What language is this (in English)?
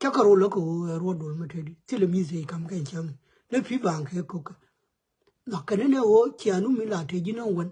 Nuer